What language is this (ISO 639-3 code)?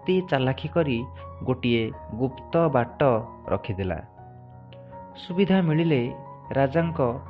ori